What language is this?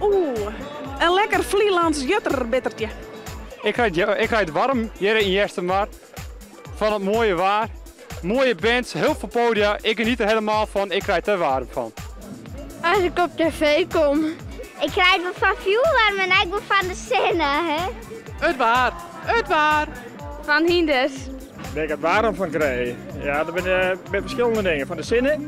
Western Frisian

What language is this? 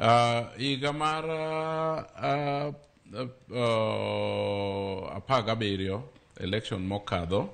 Luo (Kenya and Tanzania)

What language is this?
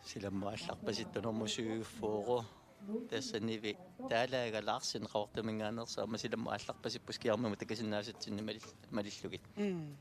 Kalaallisut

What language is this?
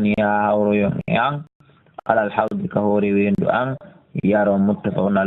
Fula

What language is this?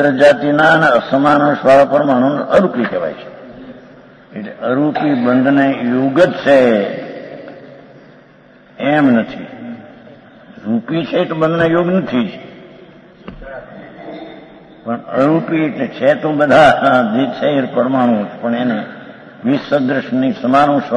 Gujarati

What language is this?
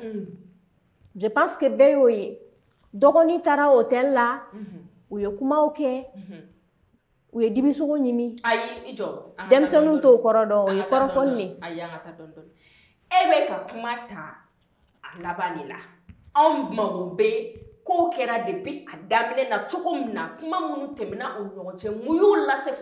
Bambara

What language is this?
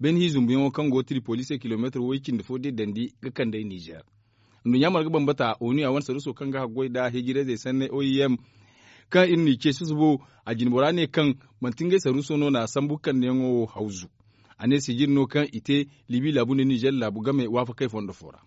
Zarma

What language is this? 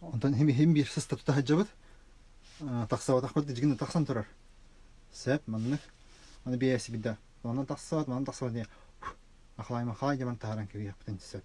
Yakut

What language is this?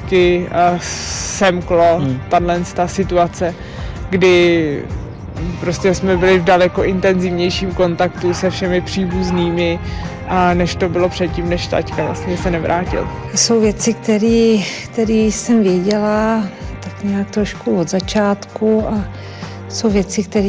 Czech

